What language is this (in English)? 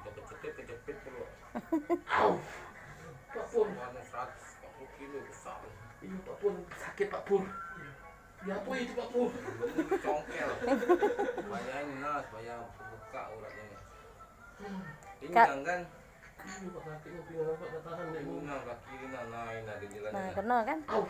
Musi